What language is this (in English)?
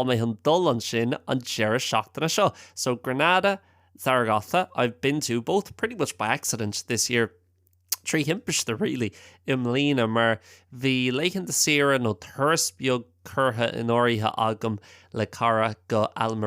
Irish